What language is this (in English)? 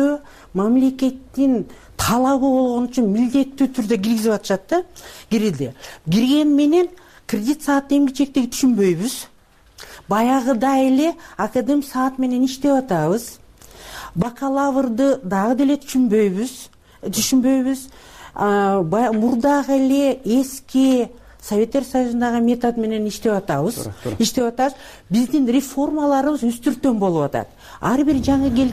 Kyrgyz